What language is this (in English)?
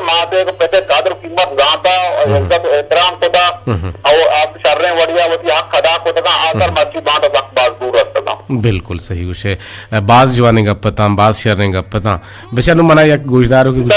Eastern Balochi